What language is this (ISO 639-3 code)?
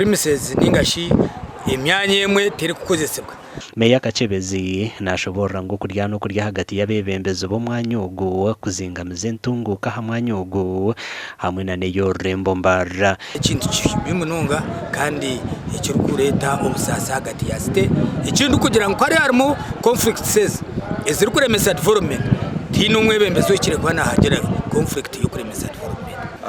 nyn